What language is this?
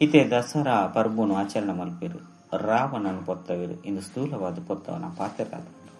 Tulu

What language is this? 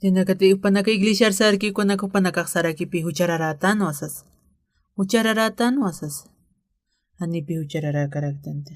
Aymara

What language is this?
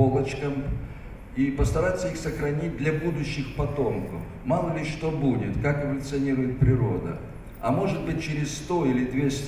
Russian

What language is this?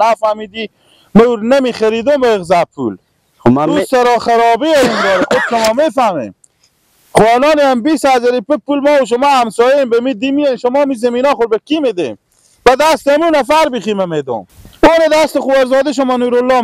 Persian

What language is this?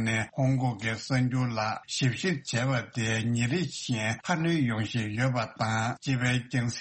Tibetan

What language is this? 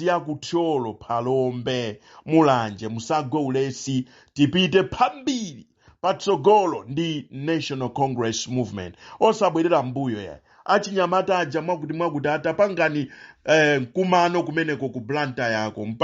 Nyanja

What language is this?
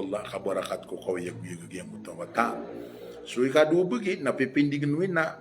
Maranao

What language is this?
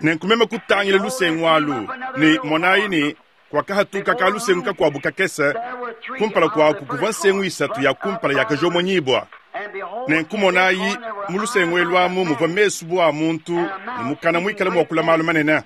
Luba-Lulua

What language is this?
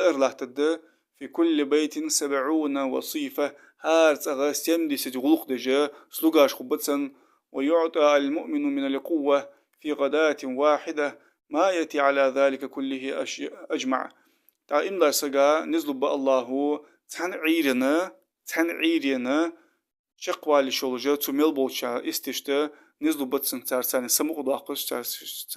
Ingush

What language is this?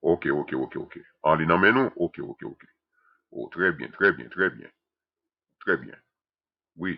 Haitian Creole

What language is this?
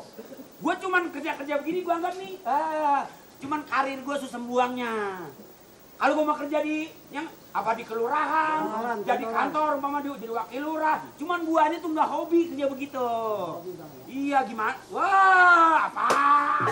Betawi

